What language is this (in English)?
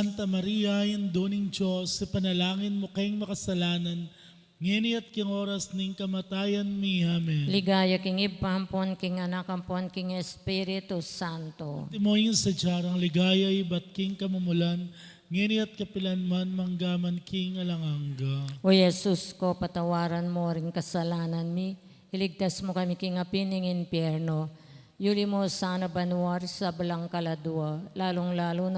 Pampanga